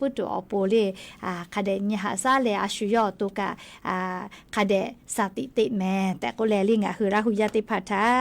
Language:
Lahu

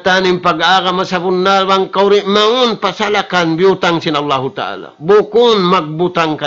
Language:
Tausug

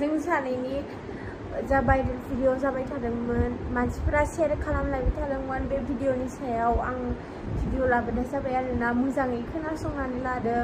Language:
Bodo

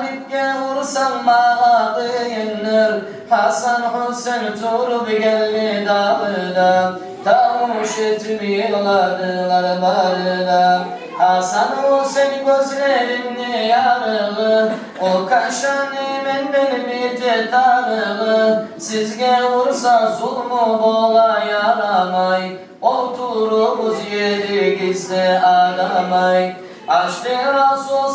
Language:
Kumyk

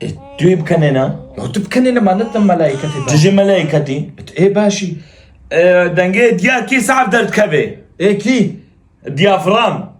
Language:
Kurdish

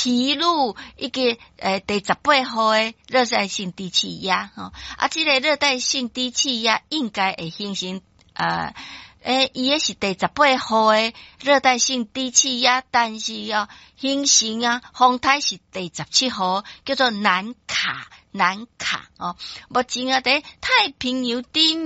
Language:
Min Nan Chinese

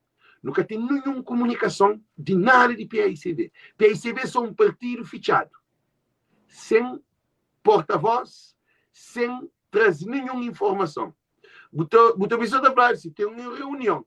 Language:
Kabuverdianu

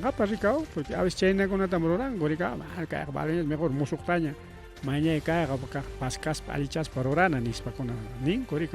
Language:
Ayacucho Quechua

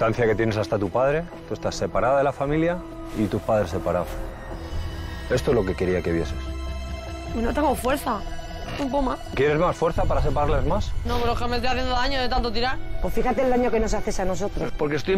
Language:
Spanish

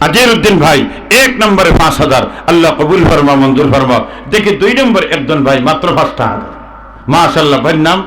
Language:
Sylheti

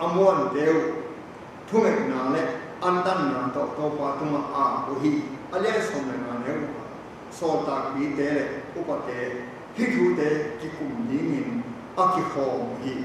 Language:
Tedim Chin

